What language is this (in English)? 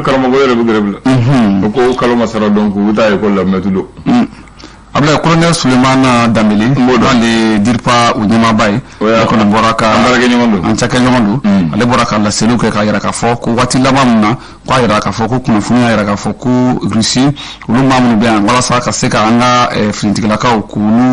Bambara